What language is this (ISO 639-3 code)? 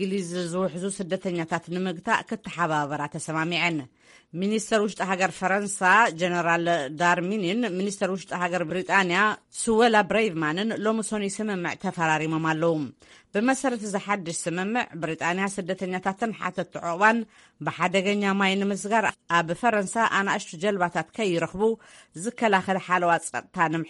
tir